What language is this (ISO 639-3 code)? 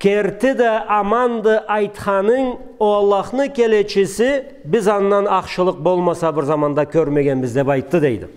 krc